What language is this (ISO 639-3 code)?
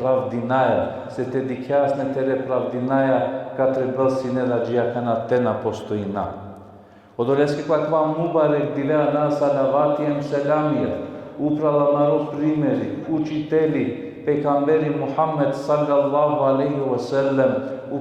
rmn